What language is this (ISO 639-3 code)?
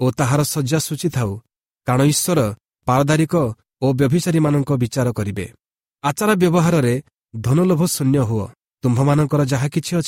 ori